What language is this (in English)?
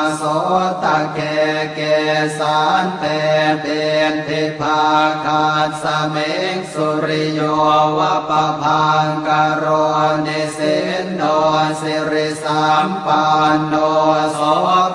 Pali